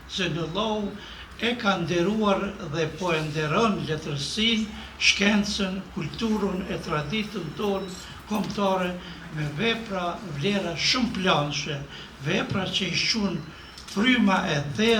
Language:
Albanian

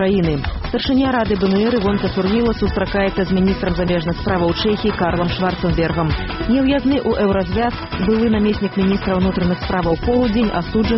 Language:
Belarusian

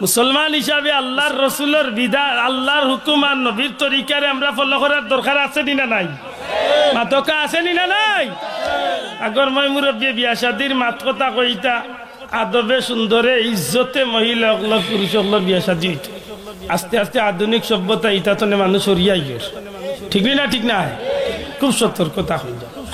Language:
Sylheti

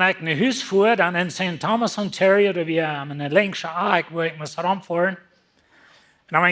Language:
Plautdietsch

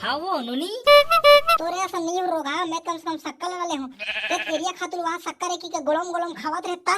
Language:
Chhattisgarhi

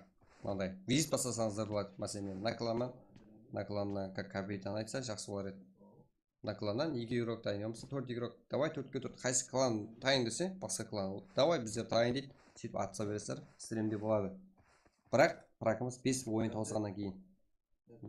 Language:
Kara-Kalpak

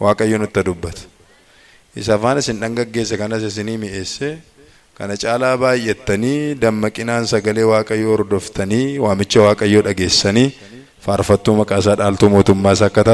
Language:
Oromo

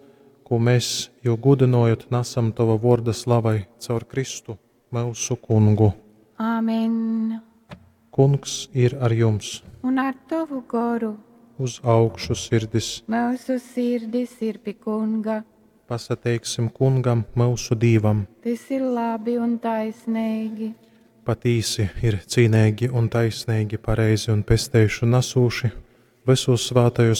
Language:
Latgalian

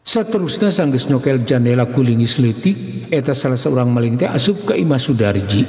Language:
Sundanese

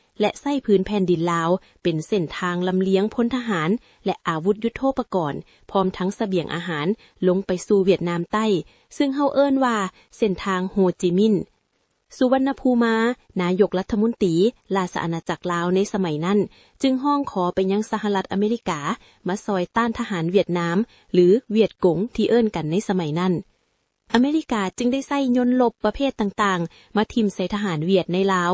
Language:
Lao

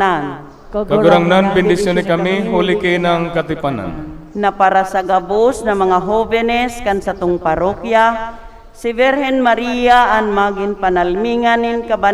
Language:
Bikol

